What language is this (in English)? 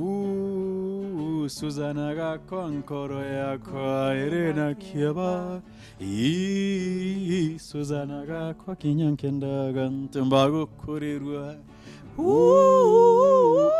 Meru